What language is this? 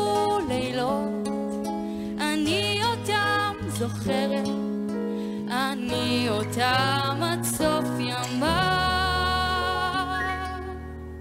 Hebrew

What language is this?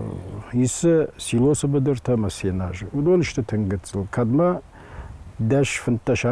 Ossetic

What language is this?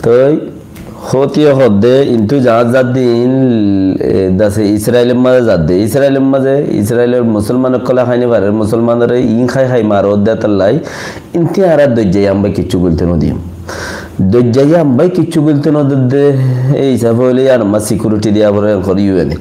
Rohingya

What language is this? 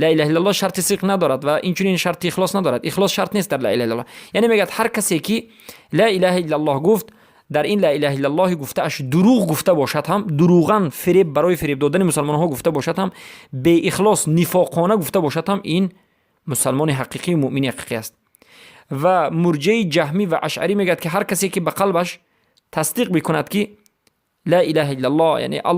Persian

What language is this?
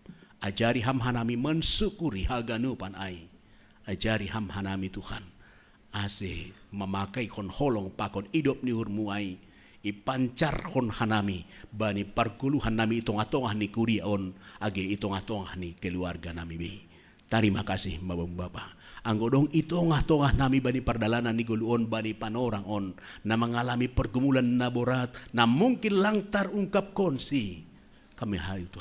Batak Simalungun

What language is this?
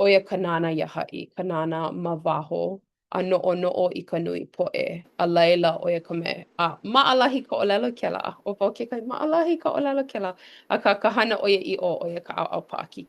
Hawaiian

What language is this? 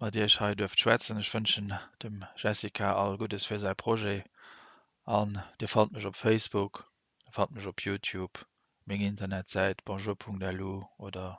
Luxembourgish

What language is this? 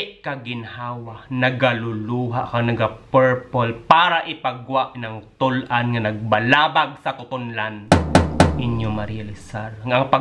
Hiligaynon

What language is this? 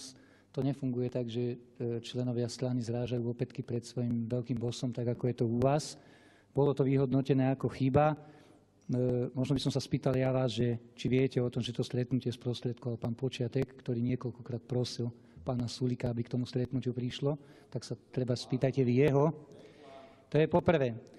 Slovak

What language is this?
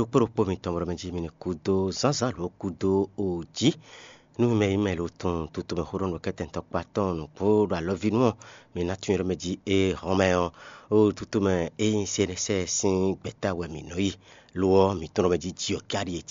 Fon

